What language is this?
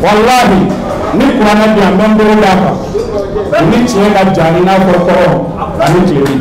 Bambara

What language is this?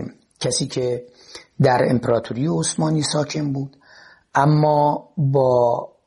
Persian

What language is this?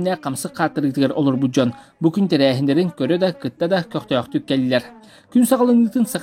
Yakut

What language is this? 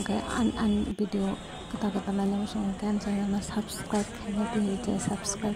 Kok Borok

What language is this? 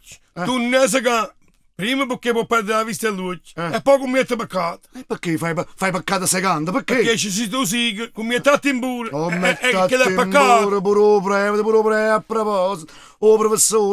Neapolitan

